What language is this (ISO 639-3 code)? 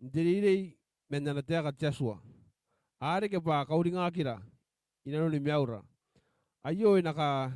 gil